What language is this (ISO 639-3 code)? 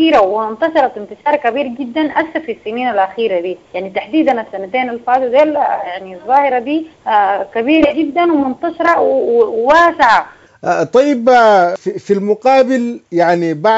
apd